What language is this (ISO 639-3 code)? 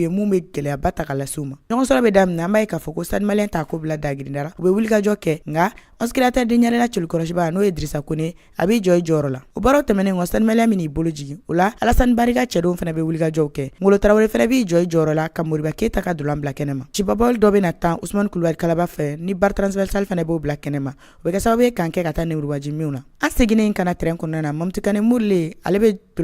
bam